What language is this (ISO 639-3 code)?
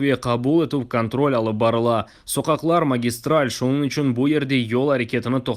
crh